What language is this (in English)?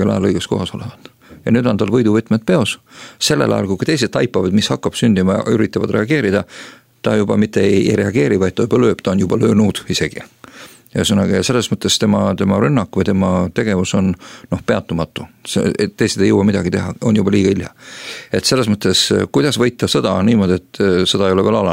Estonian